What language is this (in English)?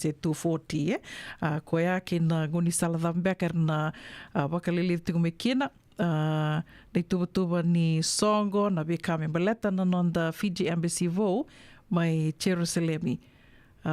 Fijian